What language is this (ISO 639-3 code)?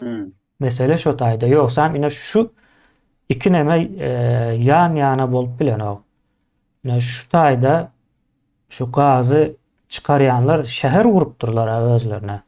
tuk